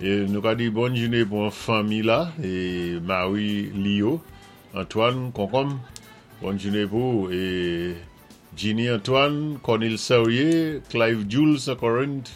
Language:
Saint Lucian Creole French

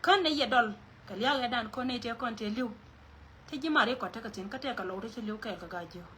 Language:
Nuer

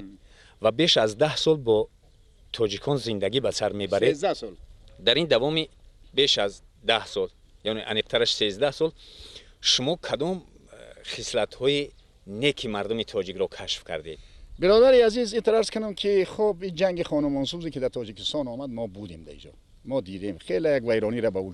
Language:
Persian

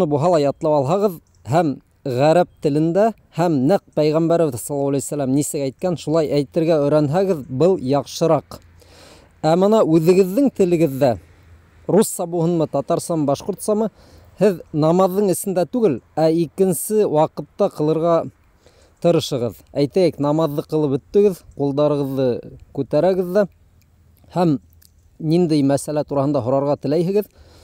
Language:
Bashkir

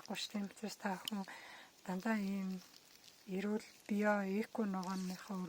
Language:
Mongolian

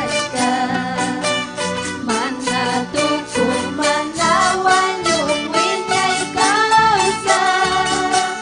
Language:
Ayacucho Quechua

